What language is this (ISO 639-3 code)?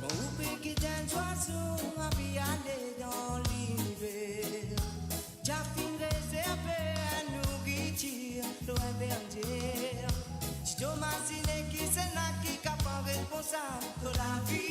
mfe